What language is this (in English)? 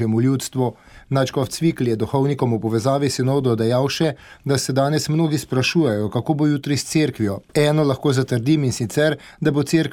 Slovenian